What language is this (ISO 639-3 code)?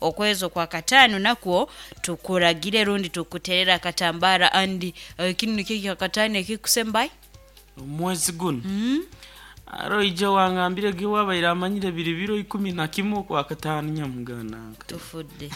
nyo